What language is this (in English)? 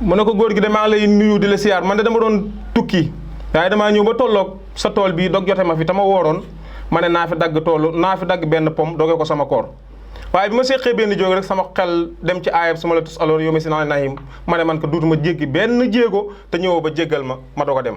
Wolof